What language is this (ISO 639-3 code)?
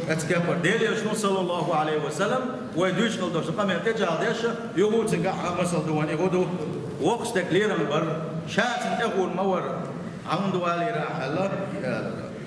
che